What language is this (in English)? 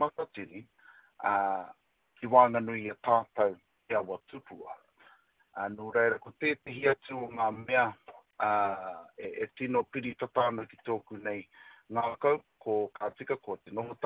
Māori